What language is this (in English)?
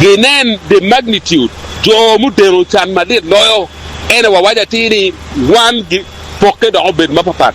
Acoli